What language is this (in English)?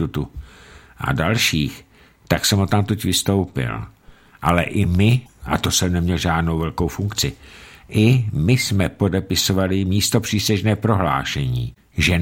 Czech